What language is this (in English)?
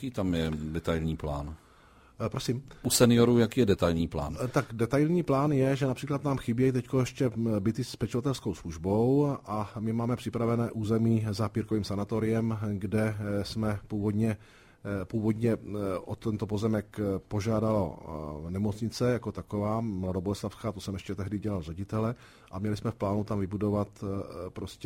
Czech